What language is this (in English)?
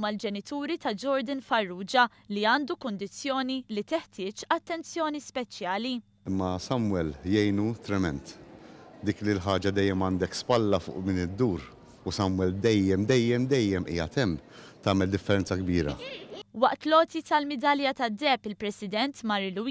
Maltese